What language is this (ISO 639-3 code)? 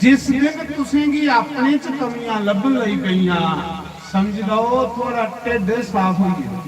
doi